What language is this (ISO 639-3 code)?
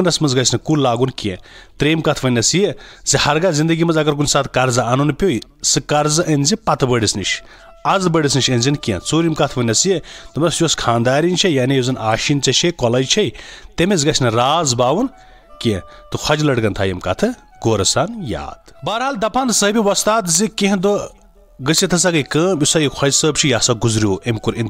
kas